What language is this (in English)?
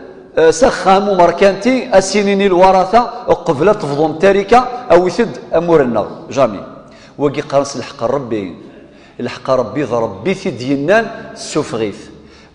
Kabyle